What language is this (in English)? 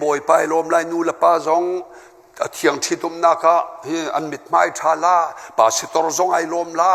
Hakha Chin